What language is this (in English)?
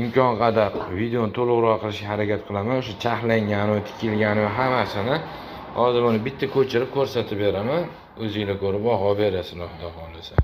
Uzbek